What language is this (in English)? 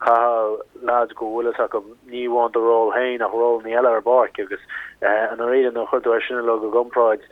Irish